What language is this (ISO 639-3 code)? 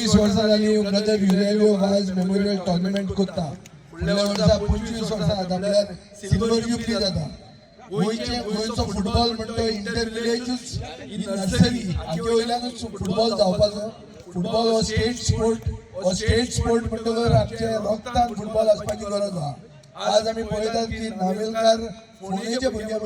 kok